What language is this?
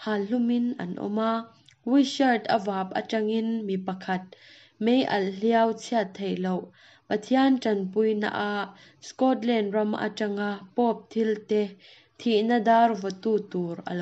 Mizo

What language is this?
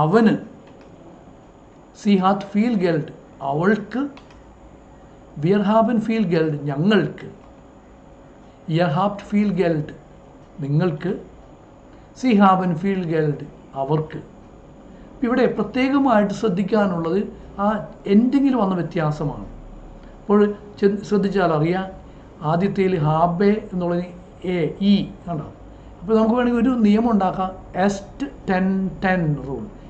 Malayalam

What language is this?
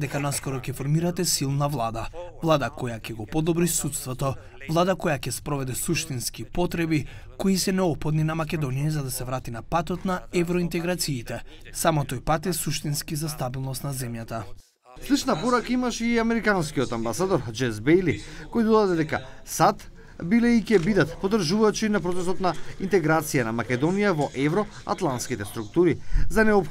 Macedonian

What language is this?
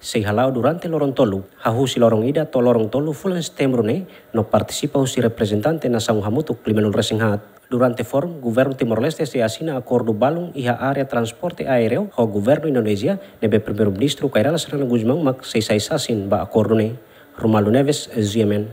Tetum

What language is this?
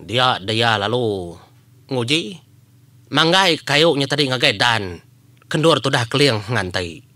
Iban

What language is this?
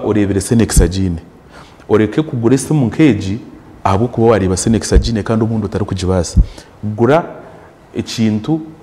Nyankole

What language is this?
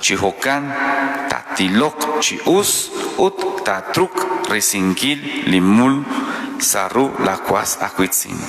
Kekchí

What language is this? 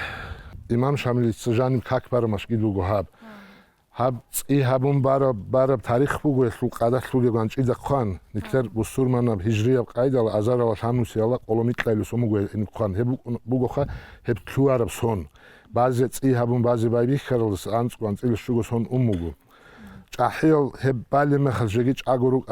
Avaric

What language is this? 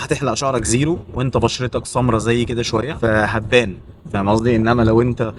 Egyptian Arabic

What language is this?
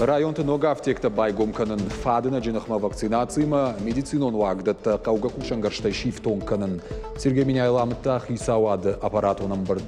Ossetic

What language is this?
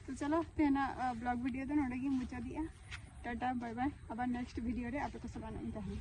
Santali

